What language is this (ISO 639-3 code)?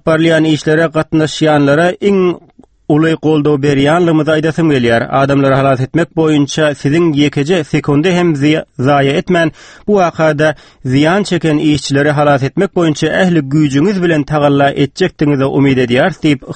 tuk